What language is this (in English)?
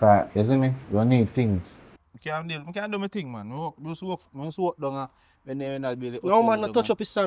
Jamaican Creole English